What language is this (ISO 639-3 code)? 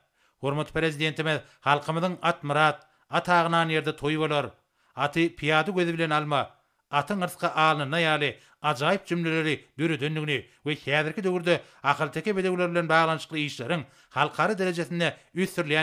tuk